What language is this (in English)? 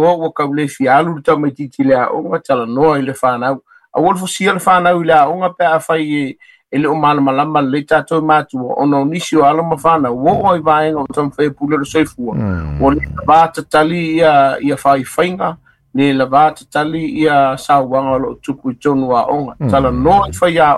Samoan